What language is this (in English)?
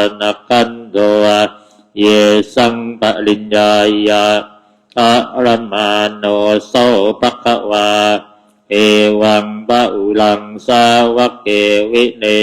Pali